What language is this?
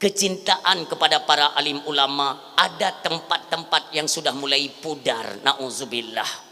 Achinese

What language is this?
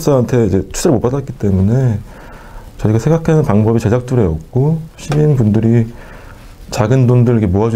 Korean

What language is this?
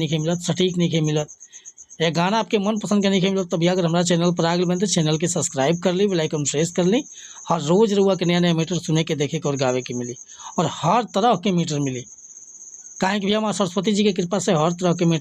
Bhojpuri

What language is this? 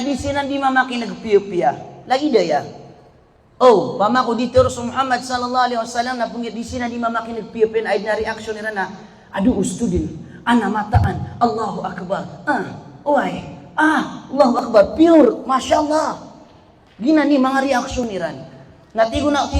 Maranao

